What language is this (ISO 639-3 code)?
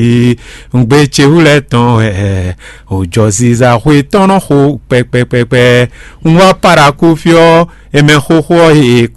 fon